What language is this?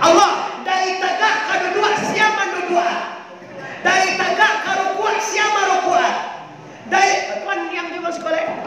Minangkabau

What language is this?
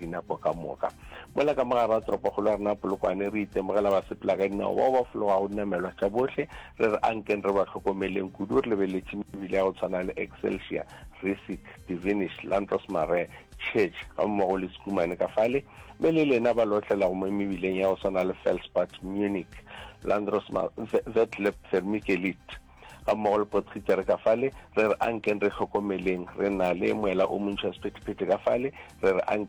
Northern Sotho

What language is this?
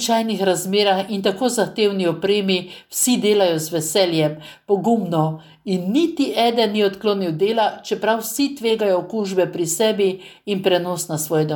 Slovenian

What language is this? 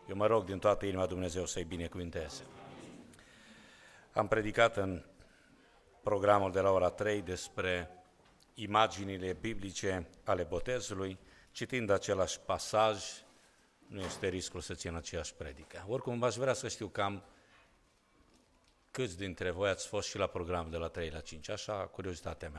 Romanian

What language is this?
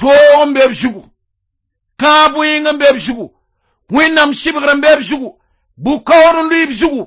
Mossi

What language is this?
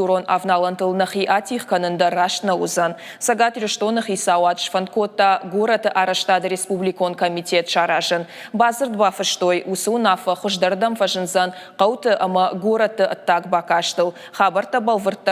Ossetic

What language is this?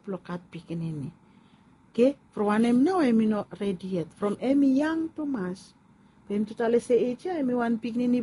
Bislama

